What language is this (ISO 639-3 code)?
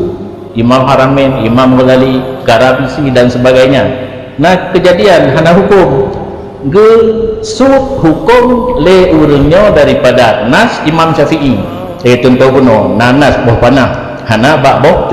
ace